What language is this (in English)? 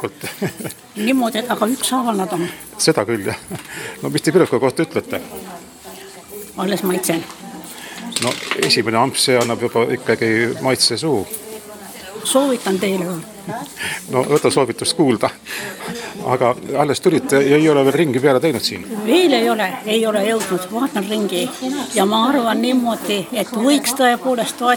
Estonian